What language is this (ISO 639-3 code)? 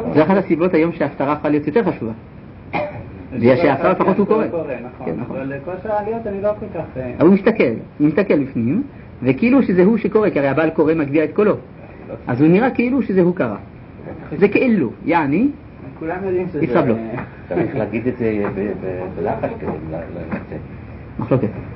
heb